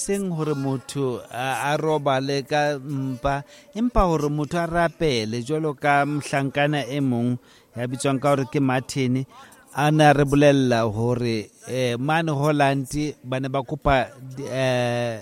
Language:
Southern Sotho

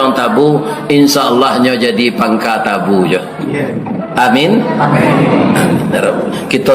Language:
Minangkabau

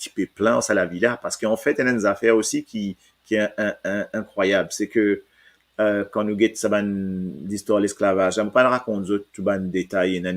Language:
Morisyen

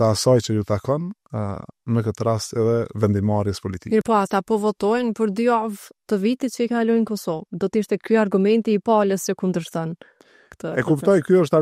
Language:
Albanian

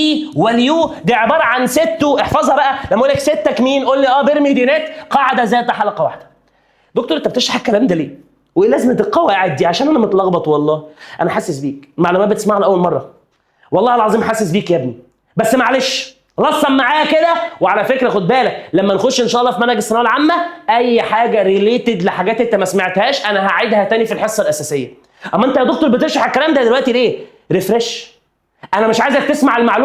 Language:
Egyptian Arabic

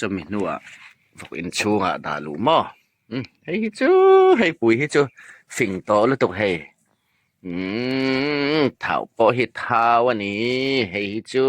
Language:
Hmar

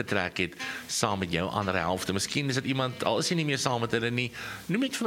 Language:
Afrikaans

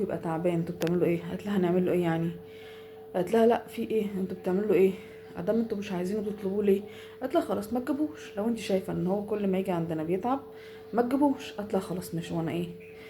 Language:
Egyptian Arabic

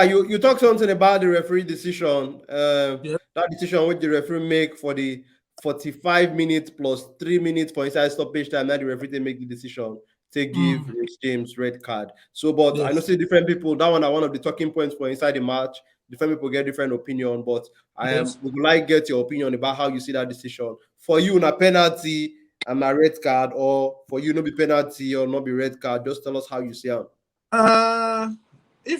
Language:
Nigerian Pidgin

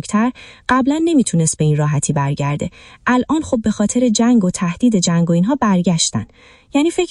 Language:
Persian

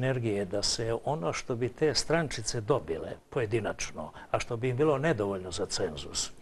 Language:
Serbian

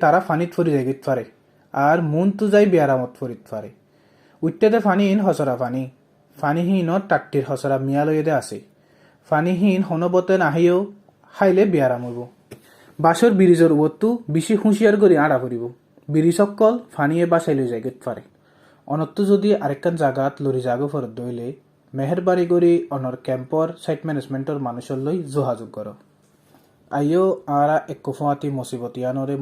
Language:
Rohingya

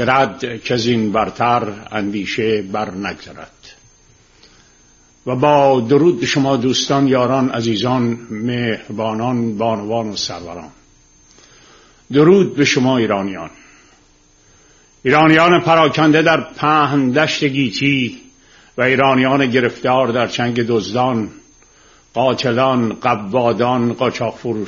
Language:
Persian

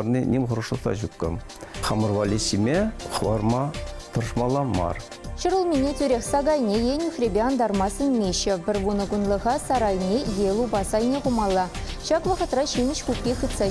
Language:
Chuvash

